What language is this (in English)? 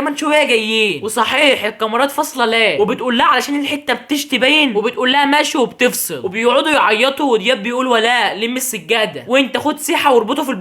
Egyptian Arabic